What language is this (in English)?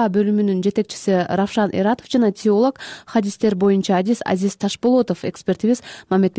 Kyrgyz